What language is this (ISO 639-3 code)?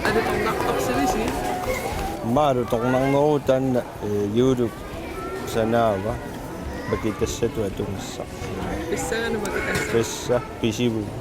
kal